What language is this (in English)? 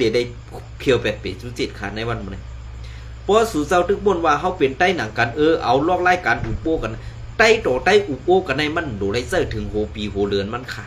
Shan